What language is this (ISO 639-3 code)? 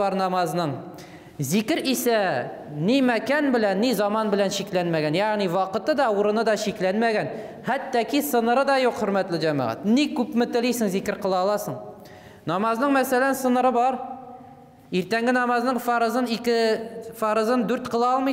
tat